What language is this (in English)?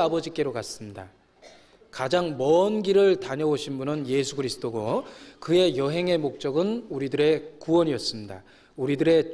Korean